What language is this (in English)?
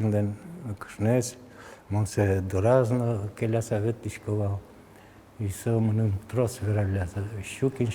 Udmurt